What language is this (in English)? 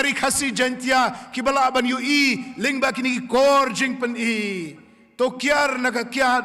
Khasi